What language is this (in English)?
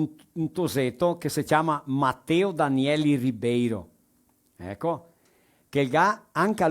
Venetian